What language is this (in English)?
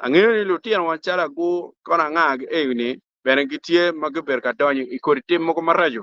Acoli